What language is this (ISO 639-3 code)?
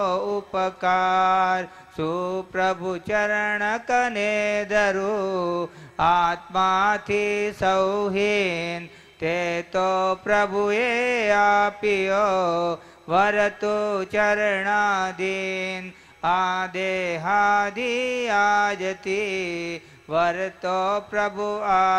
guj